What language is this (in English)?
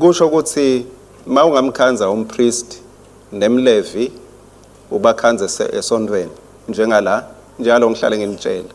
Swati